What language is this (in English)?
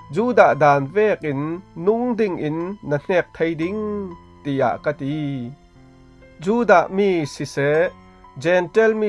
Falam Chin